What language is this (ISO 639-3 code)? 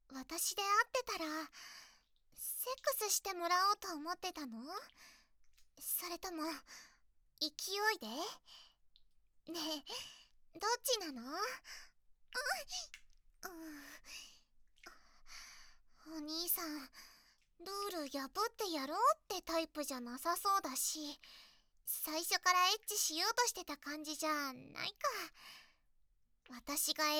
jpn